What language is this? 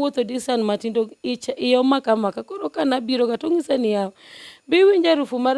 Luo (Kenya and Tanzania)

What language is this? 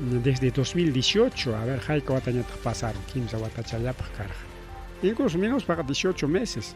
Ayacucho Quechua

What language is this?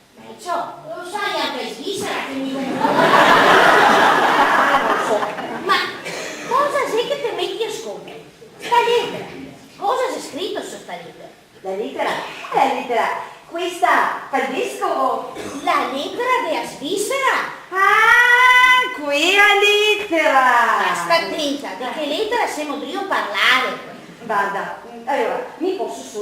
Venetian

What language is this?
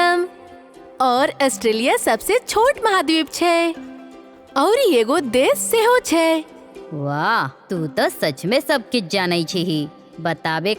Maithili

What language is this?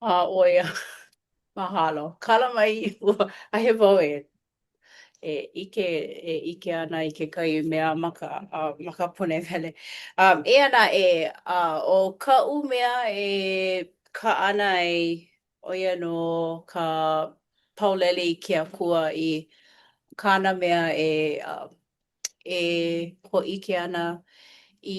Hawaiian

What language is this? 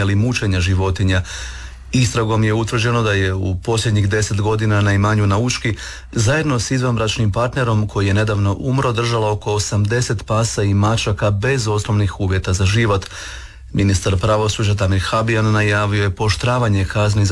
Croatian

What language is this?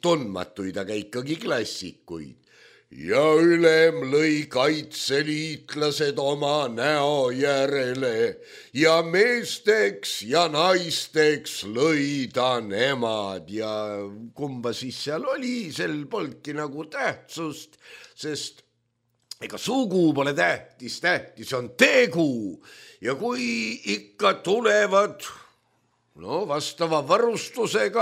Estonian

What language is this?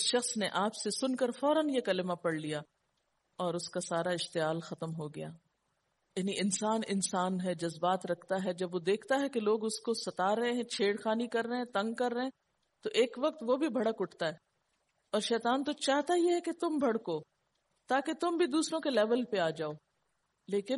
Urdu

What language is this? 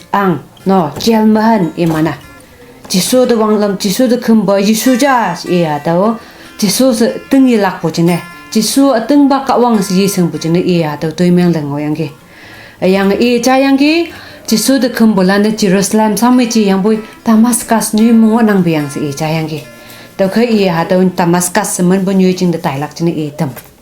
Konyak Naga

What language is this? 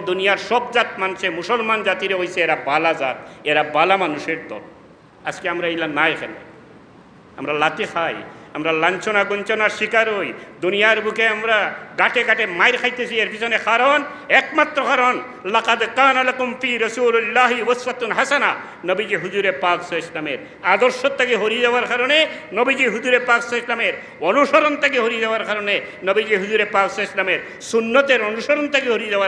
Sylheti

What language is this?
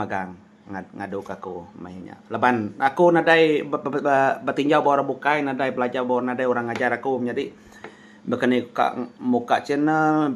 Iban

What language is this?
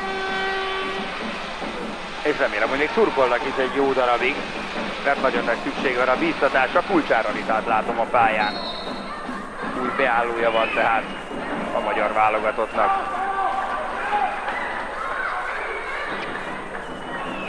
Hungarian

